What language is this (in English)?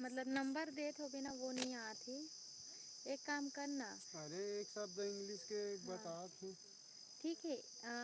Chhattisgarhi